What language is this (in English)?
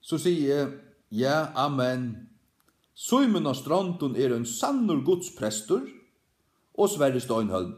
Faroese